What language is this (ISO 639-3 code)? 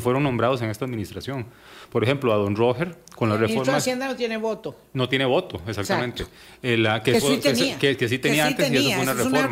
spa